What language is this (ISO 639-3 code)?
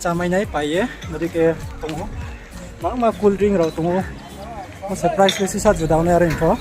ria